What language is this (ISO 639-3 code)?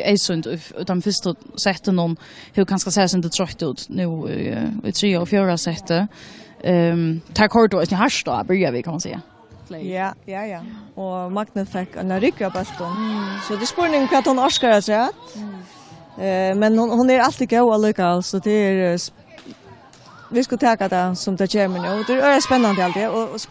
fao